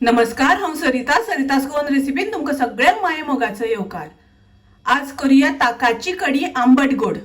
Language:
Konkani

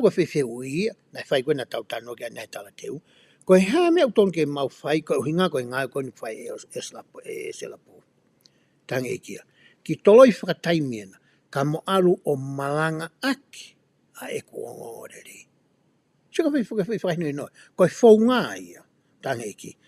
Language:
Tongan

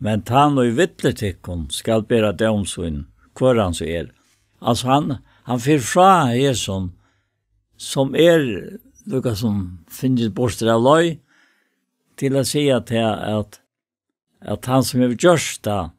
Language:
Faroese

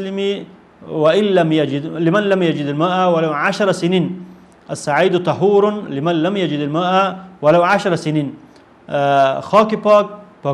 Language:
Persian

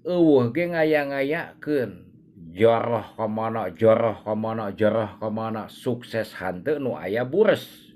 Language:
Sundanese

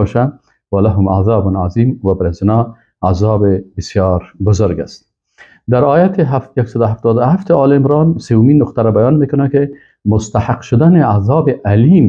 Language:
Persian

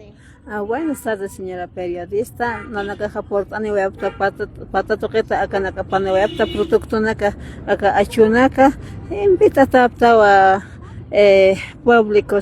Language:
Aymara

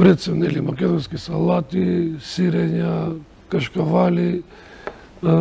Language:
Macedonian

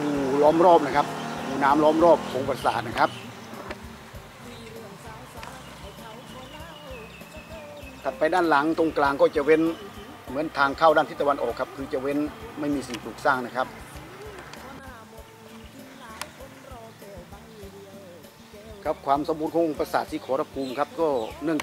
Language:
Thai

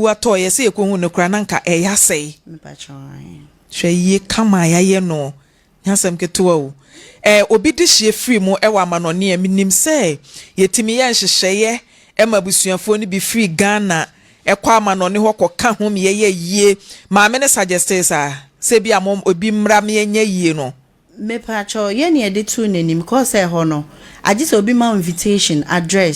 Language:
Akan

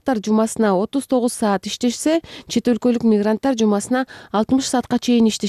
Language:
Kyrgyz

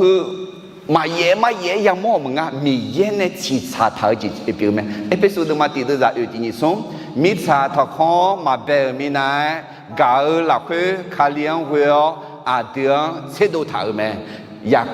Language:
Akha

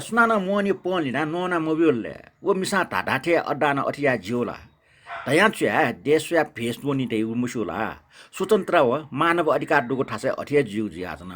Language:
Newari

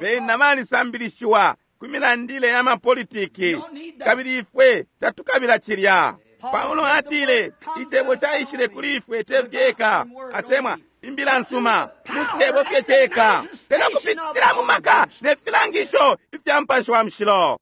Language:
Bemba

